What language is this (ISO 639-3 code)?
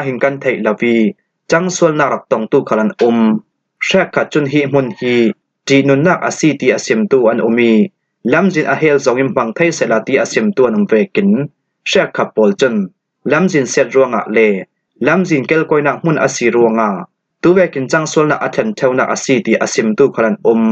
cfm